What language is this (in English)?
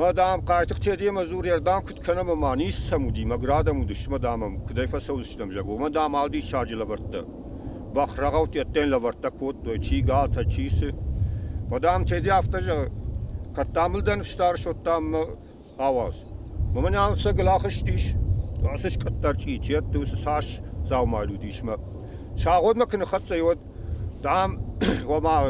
Ossetic